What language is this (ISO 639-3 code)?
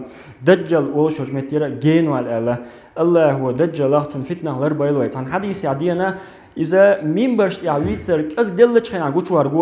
che